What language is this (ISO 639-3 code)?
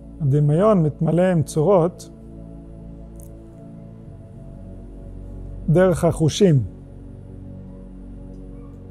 heb